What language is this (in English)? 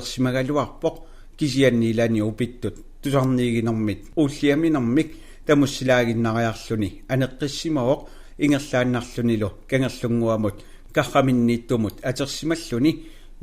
Kalaallisut